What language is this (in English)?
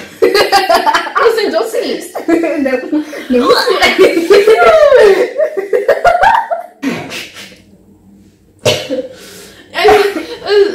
Czech